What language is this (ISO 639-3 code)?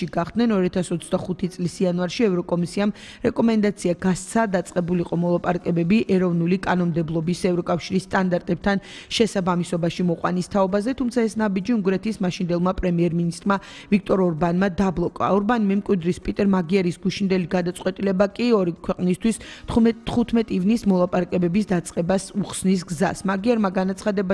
kat